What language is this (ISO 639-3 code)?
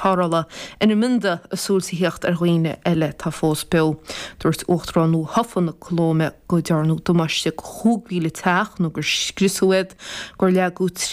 gle